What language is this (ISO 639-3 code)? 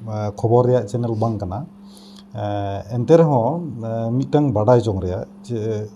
sat